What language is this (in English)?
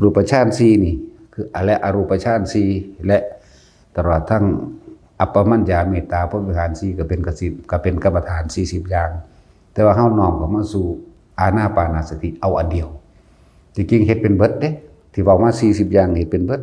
Northeastern Thai